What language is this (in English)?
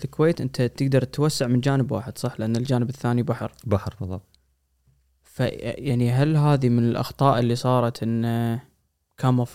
Gulf Arabic